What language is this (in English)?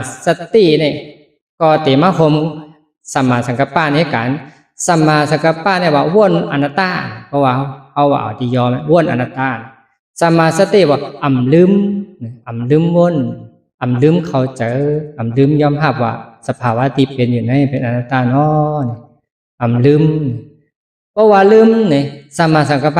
Shan